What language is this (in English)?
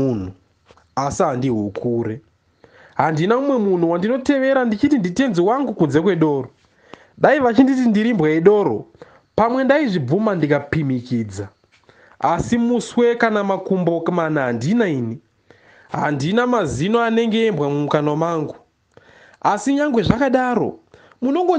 Shona